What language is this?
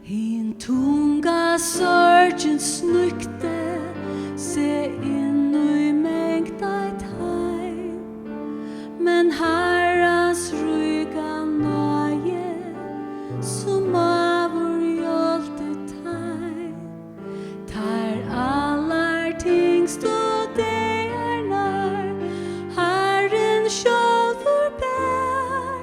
Faroese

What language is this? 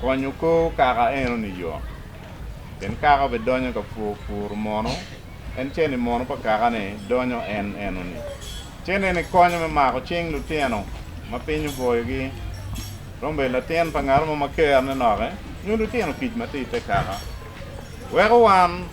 Acoli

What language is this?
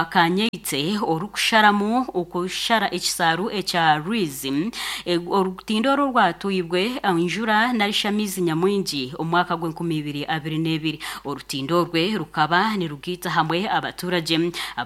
Nyankole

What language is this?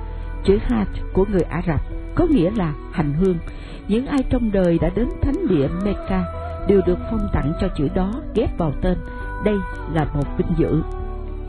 Vietnamese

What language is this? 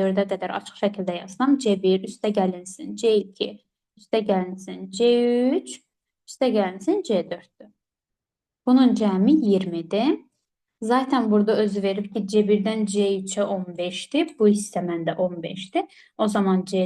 Azerbaijani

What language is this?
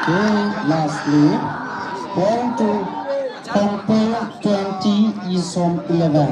Tangkhul Naga (India)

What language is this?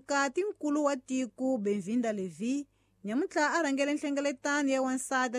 Tsonga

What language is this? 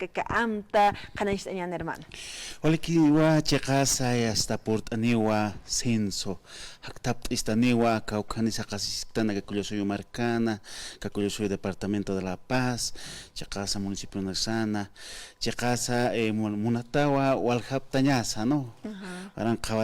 Aymara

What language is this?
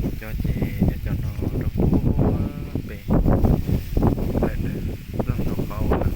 Hmong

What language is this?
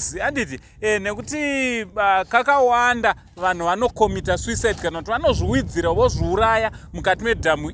Shona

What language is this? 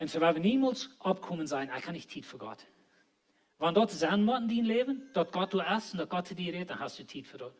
Plautdietsch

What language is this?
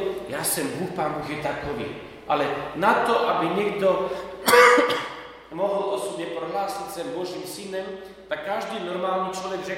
Slovak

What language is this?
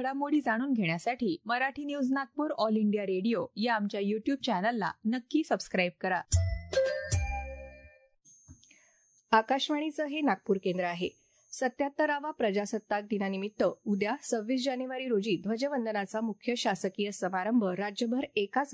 Marathi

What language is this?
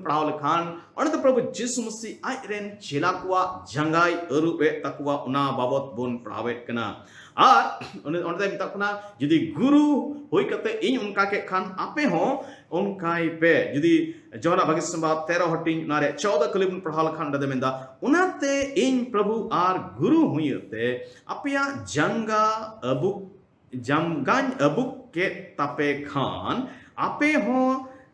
Santali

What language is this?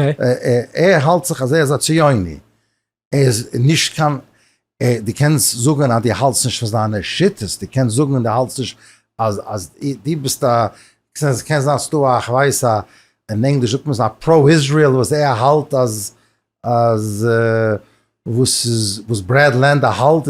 Yiddish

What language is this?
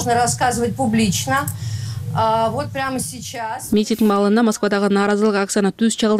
Kyrgyz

